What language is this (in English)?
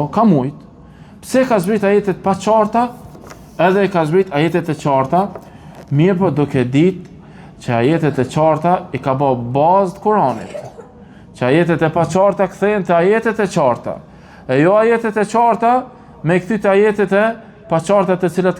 Albanian